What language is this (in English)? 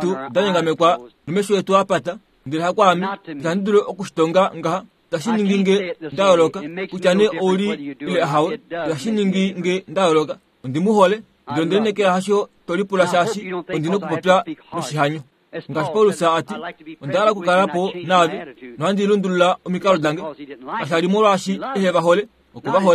Kuanyama